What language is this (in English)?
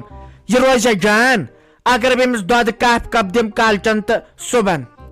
Kashmiri